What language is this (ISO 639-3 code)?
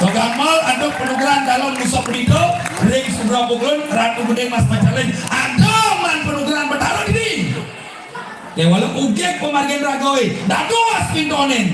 ban